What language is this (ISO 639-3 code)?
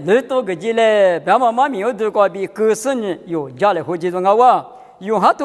lis